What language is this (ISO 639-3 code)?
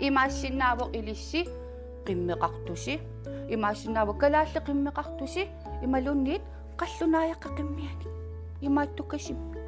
kal